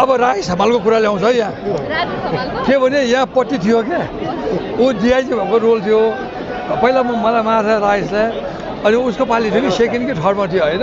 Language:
Nepali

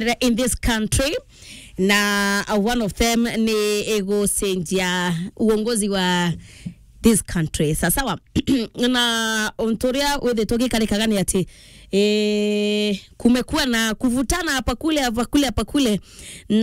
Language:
Meru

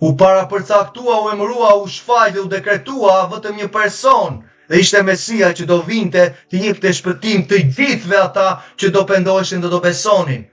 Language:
Albanian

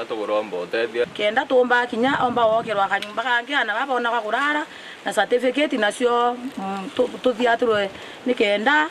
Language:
Meru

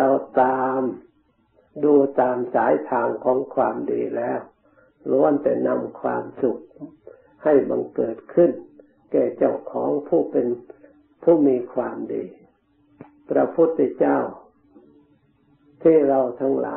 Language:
Thai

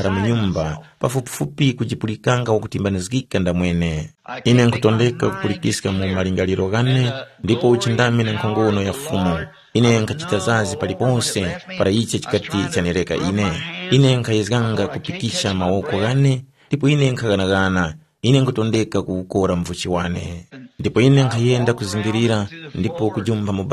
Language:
Tumbuka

